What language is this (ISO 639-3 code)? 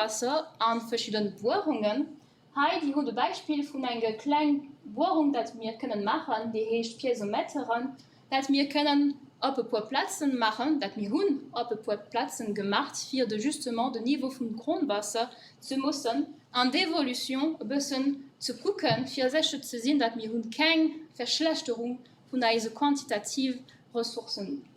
ltz